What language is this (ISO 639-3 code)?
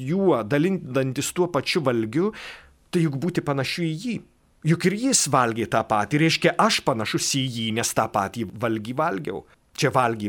lit